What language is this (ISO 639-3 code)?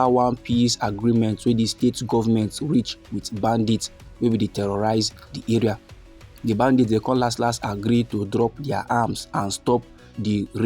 pcm